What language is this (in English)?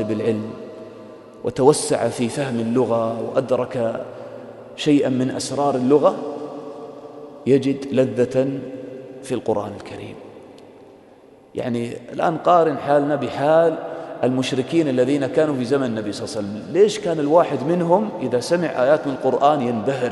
Arabic